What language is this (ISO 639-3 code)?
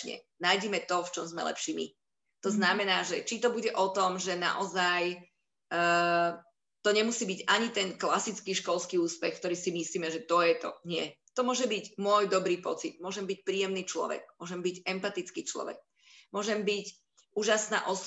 slk